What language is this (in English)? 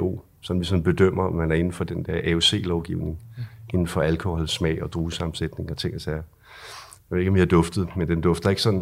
Danish